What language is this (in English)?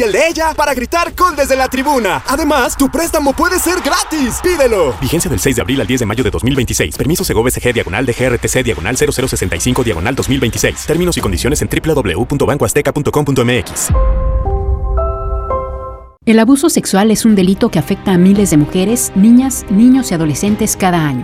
Spanish